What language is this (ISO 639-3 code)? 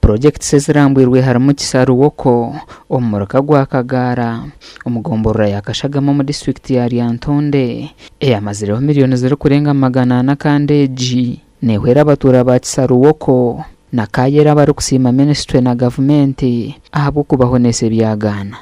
nyn